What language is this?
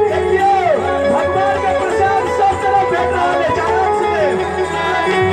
Maithili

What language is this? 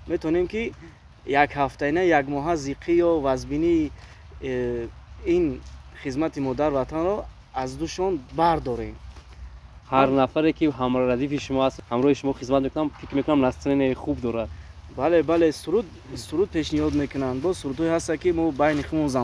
Tajik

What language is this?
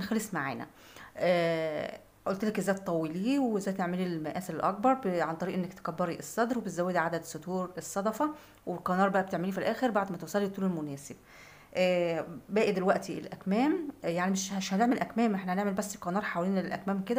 Egyptian Arabic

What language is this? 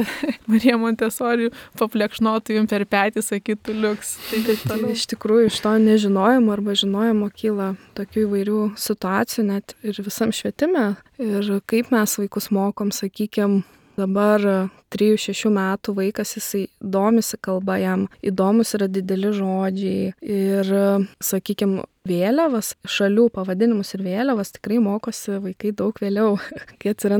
Lithuanian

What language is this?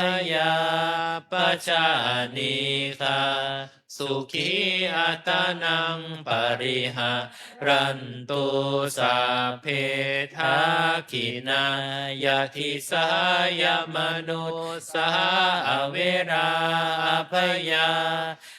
Pali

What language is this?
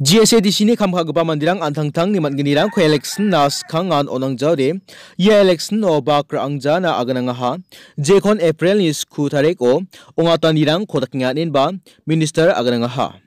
Garo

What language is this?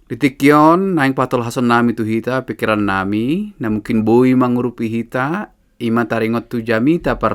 Batak Toba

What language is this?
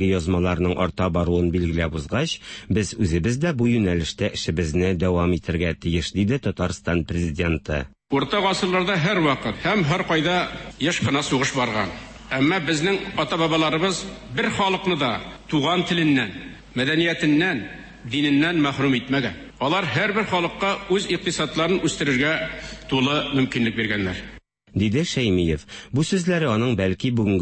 Tatar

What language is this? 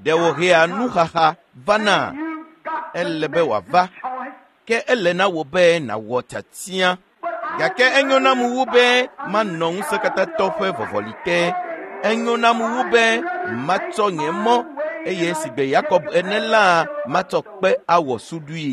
Ewe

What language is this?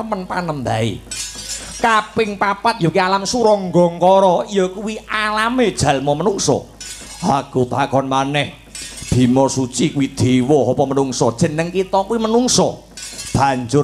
Javanese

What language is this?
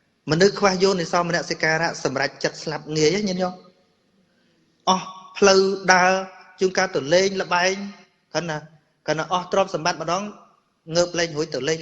Khmer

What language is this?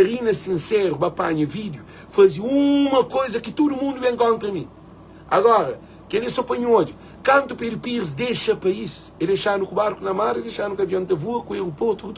Kabuverdianu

